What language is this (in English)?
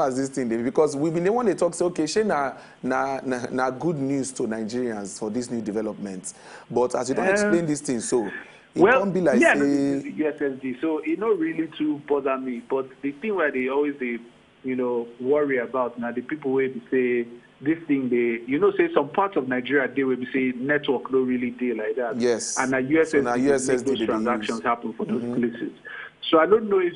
Nigerian Pidgin